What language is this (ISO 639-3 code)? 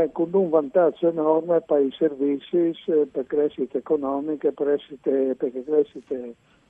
fur